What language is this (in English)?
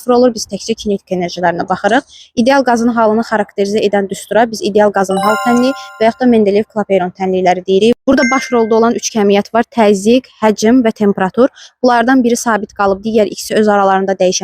Azerbaijani